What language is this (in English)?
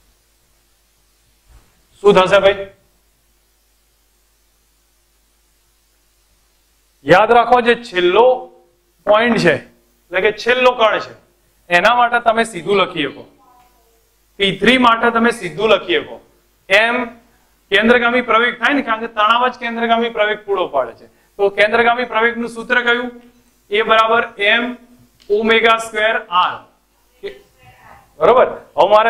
Gujarati